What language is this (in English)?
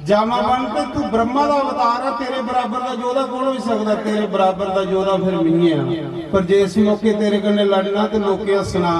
Dogri